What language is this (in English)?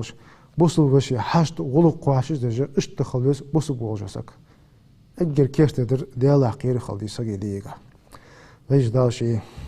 Ingush